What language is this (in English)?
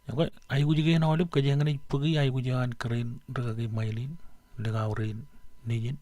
Marshallese